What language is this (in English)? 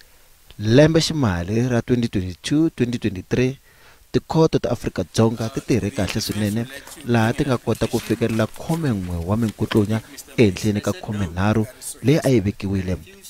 Tsonga